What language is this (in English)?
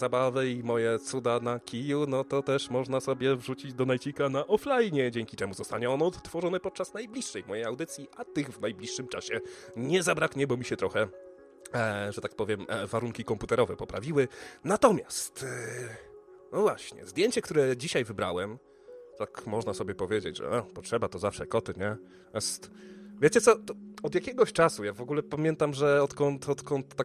Polish